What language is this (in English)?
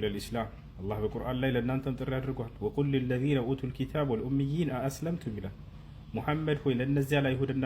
Amharic